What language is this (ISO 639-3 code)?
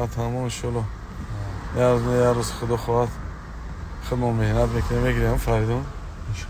tgk